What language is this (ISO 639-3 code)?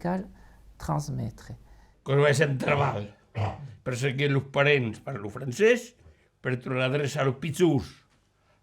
oci